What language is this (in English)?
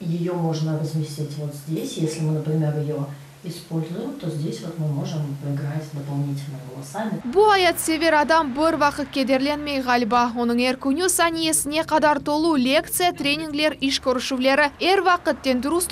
Crimean Tatar